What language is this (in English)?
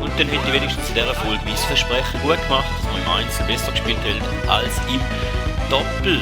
Swiss German